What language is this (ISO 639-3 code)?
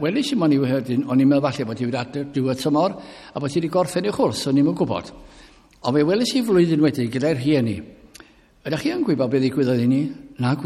cym